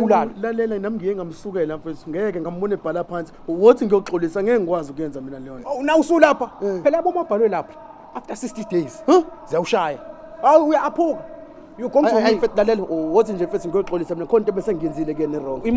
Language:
Zulu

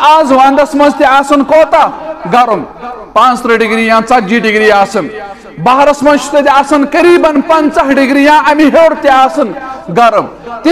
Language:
Kashmiri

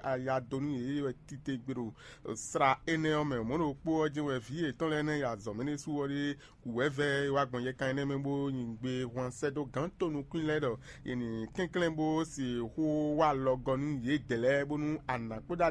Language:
Fon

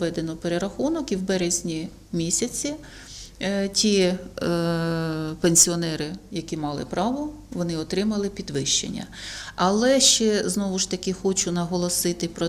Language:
Ukrainian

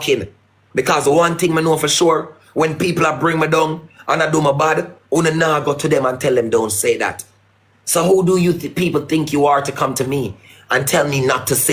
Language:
Jamaican Creole English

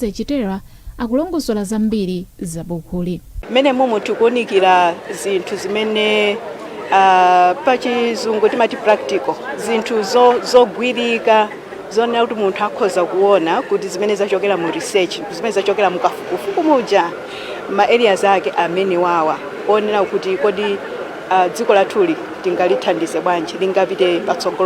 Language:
Nyanja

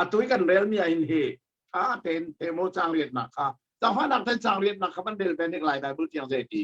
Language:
Hakha Chin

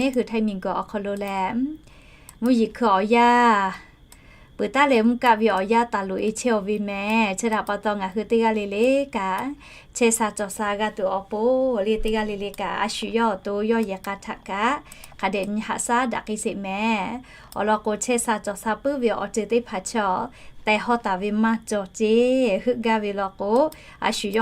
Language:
Lahu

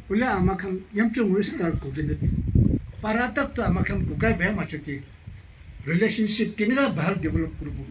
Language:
Naga Pidgin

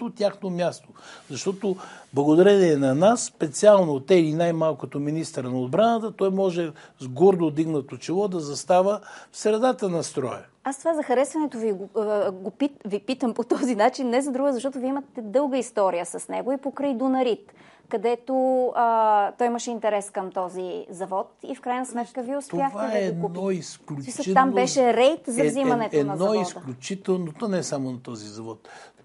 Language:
Bulgarian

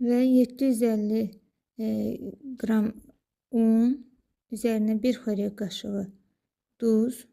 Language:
Azerbaijani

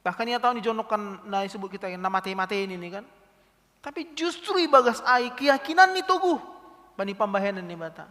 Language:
Batak Simalungun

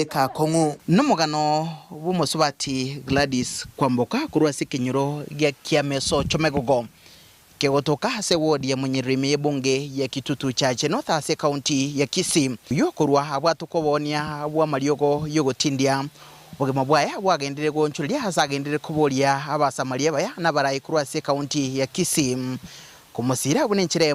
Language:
Gusii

